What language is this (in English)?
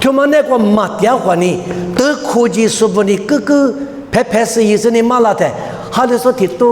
Lisu